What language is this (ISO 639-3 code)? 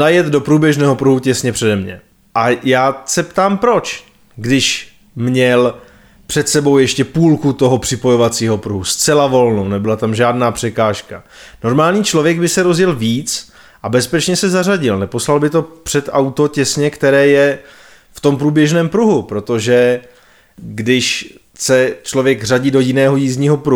ces